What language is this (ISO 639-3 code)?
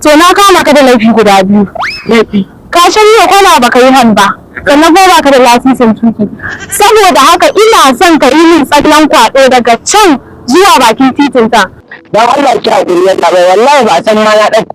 hau